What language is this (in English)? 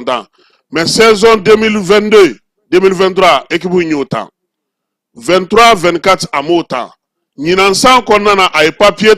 Bambara